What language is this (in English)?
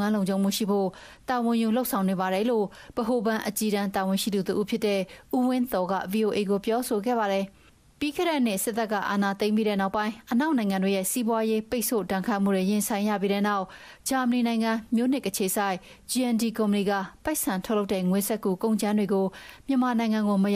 Burmese